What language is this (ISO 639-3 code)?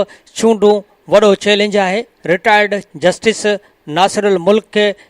snd